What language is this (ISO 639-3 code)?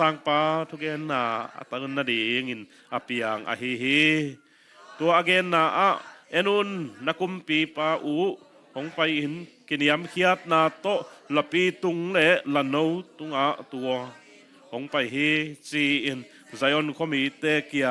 ctd